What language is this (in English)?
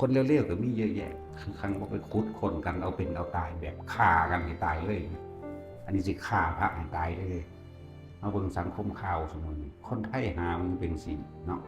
Northeastern Thai